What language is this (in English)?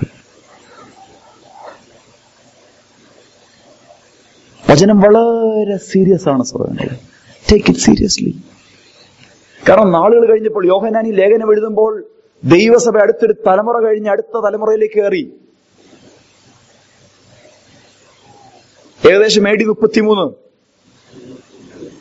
Malayalam